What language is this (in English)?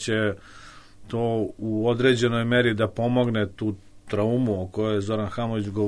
Serbian